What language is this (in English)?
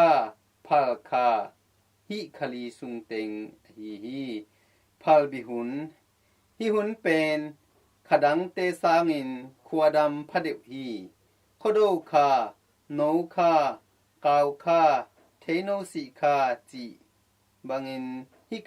Tedim Chin